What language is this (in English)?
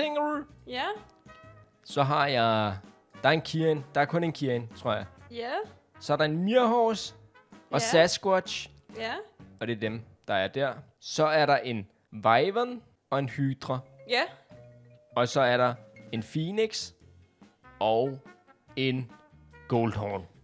Danish